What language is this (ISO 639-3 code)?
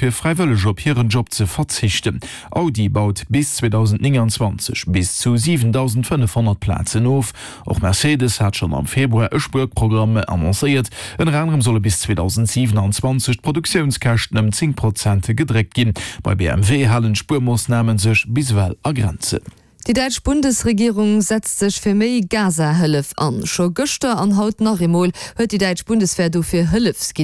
ltz